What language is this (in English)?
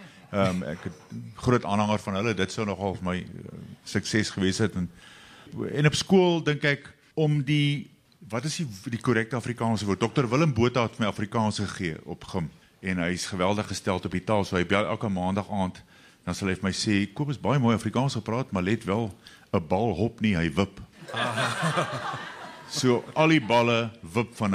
Afrikaans